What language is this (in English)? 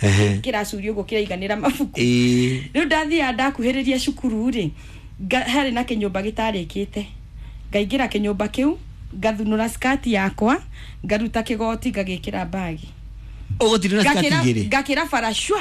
Kikuyu